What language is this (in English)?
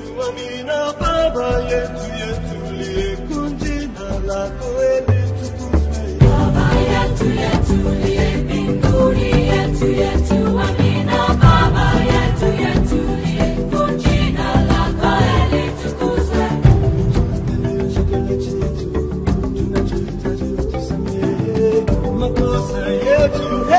Swahili